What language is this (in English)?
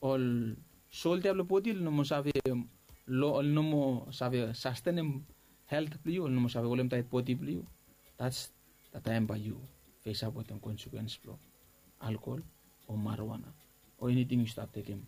Bislama